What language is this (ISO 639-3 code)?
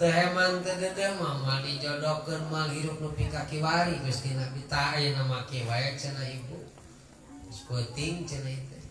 sun